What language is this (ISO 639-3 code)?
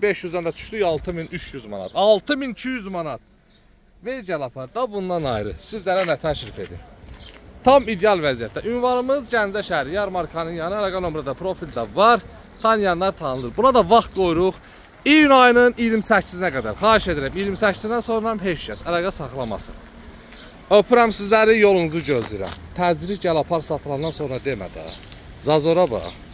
aze